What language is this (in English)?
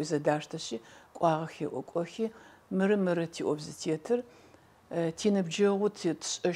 Adyghe